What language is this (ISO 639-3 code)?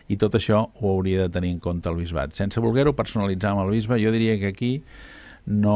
cat